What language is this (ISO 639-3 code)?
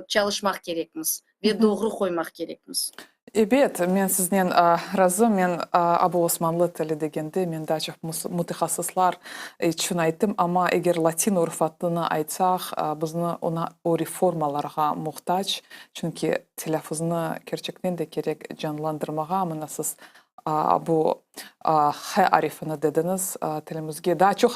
crh